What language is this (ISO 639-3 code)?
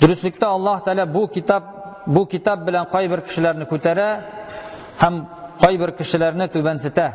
tat